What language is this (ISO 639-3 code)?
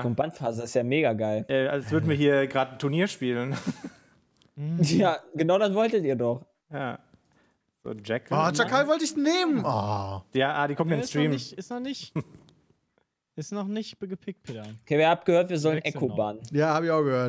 deu